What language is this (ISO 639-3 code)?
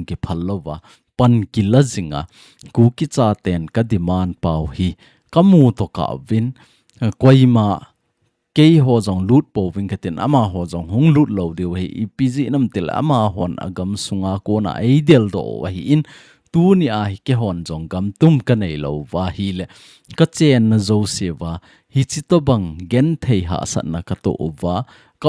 tcz